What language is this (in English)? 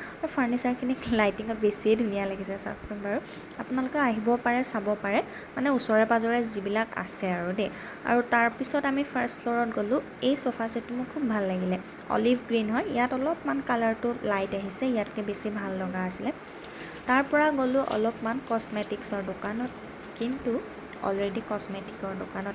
Assamese